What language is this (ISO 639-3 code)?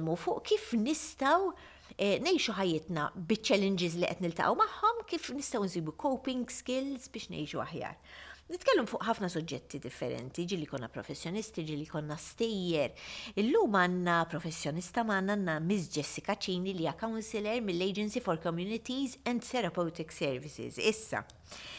mlt